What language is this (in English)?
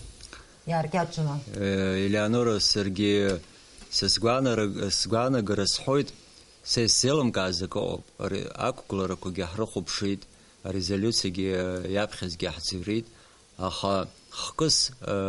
Abkhazian